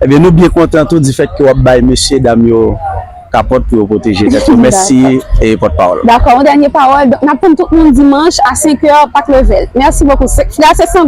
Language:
Haitian Creole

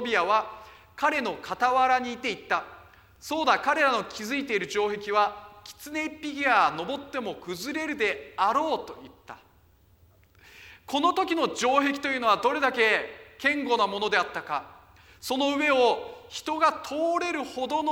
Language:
Japanese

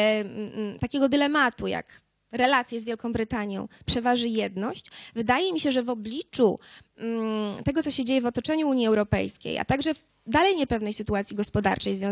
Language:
Polish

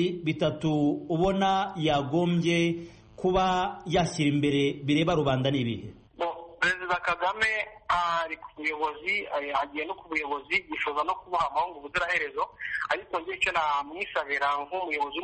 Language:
Kinyarwanda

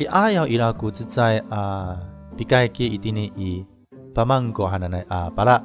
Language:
Amis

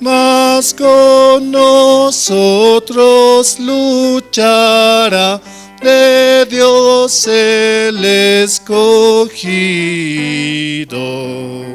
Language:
Aymara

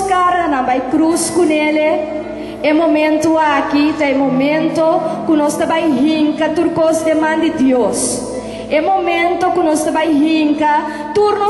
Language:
Papiamento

